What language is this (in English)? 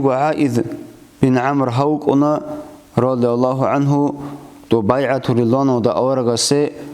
Avaric